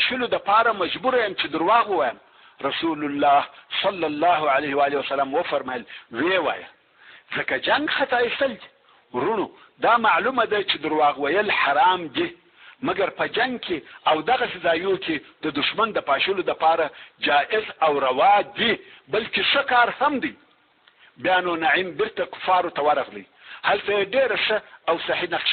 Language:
Pashto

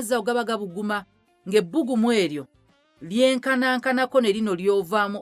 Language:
Ganda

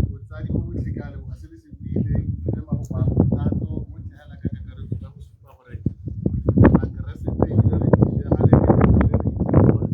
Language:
Tswana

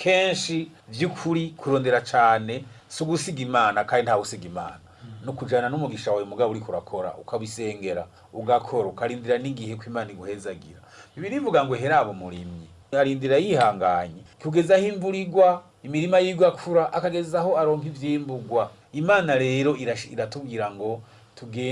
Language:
Rundi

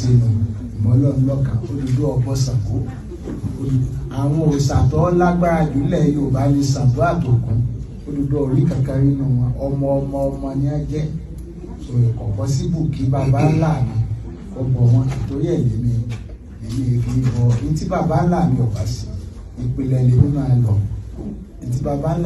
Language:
Yoruba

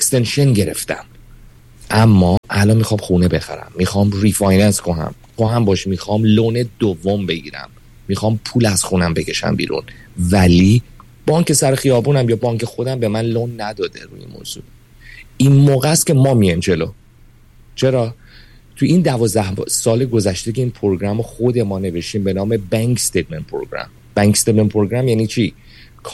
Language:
Persian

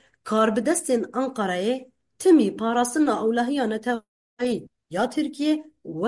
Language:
Kurdish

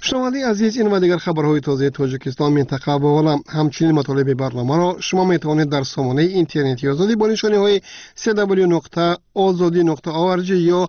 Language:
Tajik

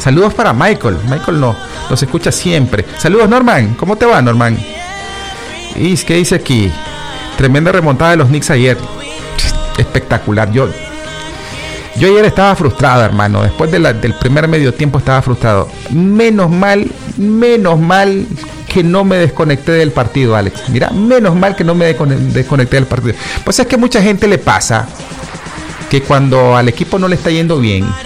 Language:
Spanish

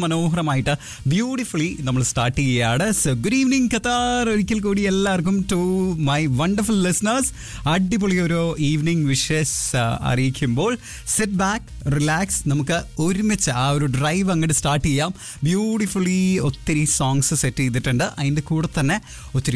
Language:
Malayalam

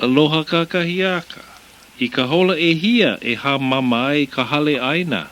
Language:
Hawaiian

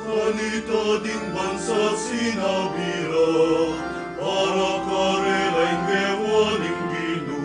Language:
Pampanga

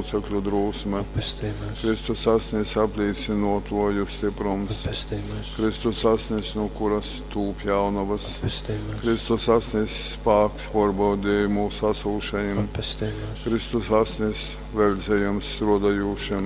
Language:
Latgalian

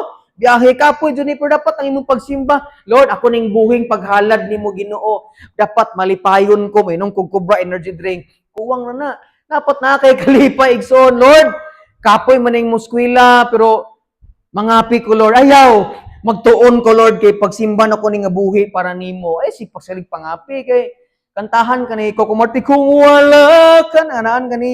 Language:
Cebuano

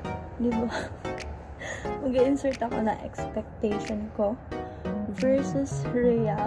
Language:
Filipino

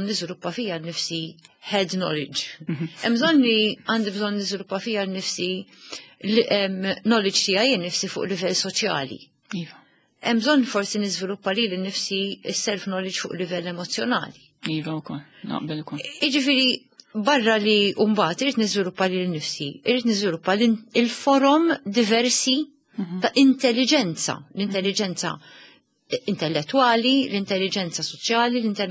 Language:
Maltese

